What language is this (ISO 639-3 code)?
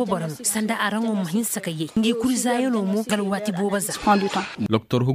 dje